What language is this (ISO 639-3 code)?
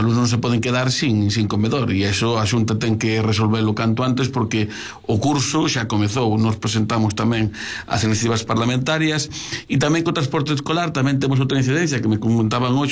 glg